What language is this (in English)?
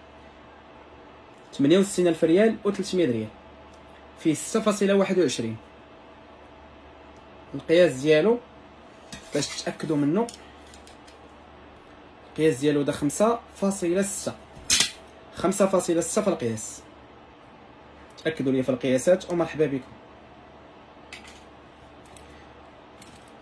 Moroccan Arabic